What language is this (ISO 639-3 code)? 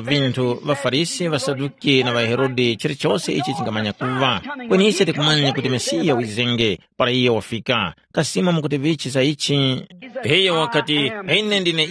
tum